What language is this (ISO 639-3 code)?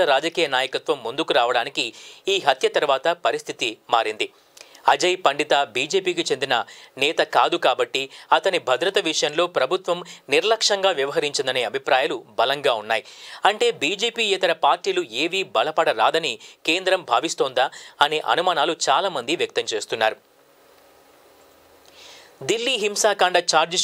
tel